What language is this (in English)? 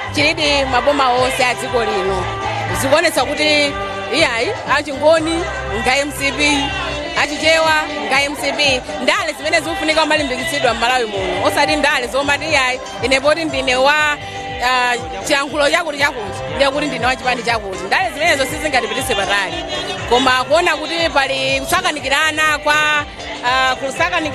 Nyanja